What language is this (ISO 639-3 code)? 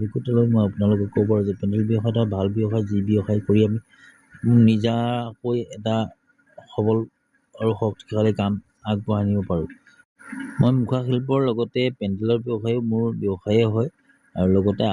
asm